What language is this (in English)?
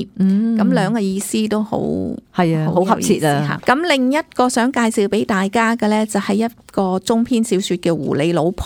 Cantonese